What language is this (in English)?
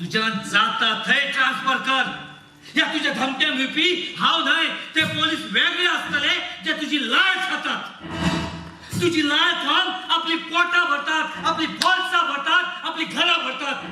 Konkani